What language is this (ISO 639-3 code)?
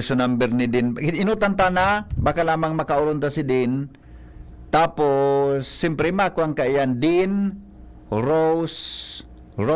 bik